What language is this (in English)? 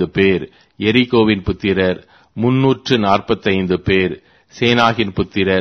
Tamil